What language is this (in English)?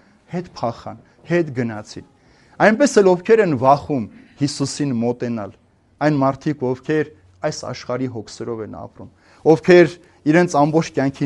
Armenian